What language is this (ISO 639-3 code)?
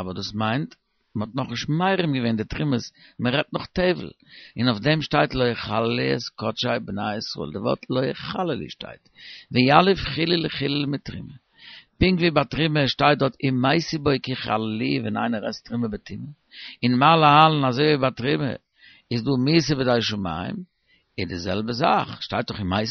yid